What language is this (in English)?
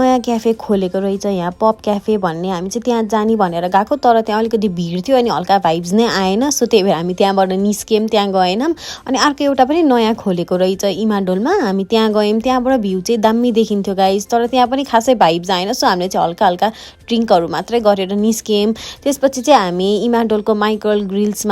Nepali